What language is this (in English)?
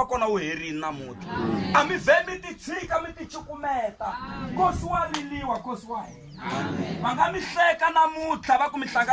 Tsonga